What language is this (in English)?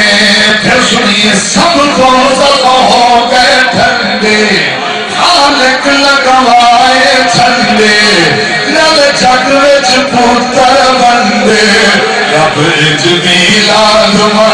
Saraiki